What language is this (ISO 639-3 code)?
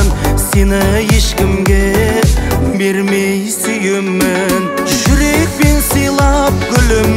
kaz